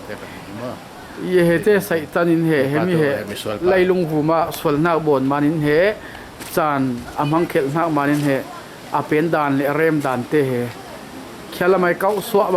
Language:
Falam Chin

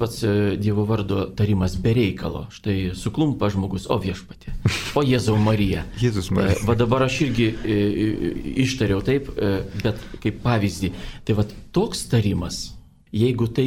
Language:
Lithuanian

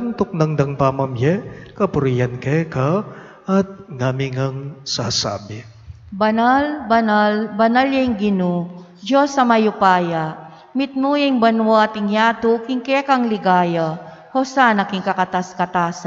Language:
Pampanga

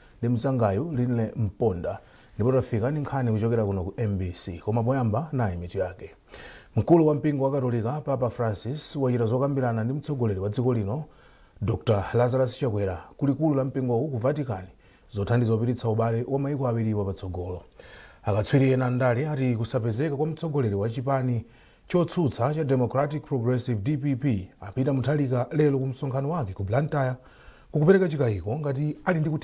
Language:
Nyanja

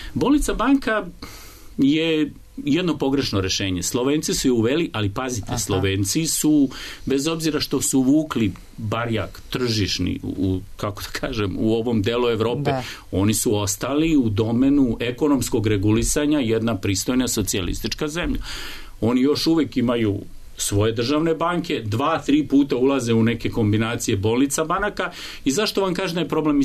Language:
Serbian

